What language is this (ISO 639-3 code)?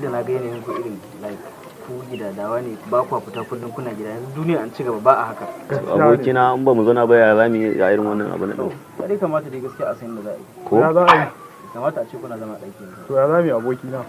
hau